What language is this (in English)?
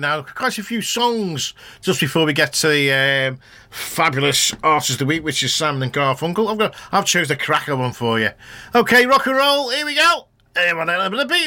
English